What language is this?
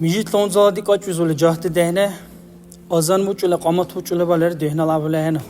Dargwa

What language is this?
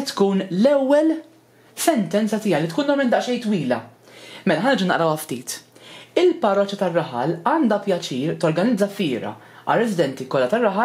Maltese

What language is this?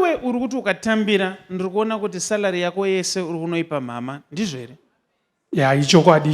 Shona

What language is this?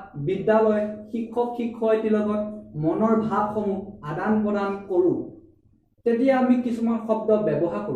Assamese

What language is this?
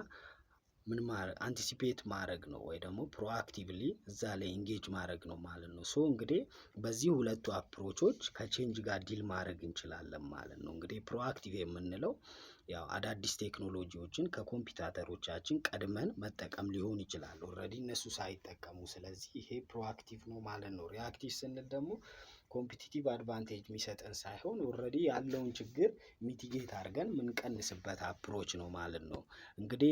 Amharic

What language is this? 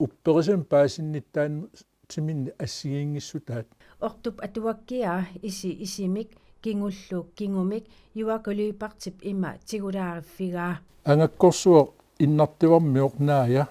Kalaallisut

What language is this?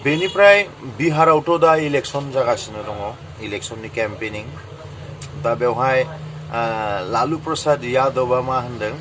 Bodo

